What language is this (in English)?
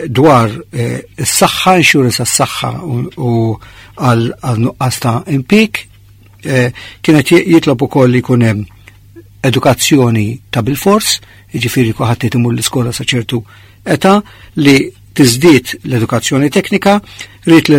Maltese